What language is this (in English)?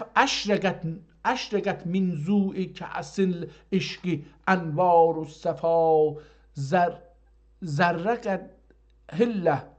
South Azerbaijani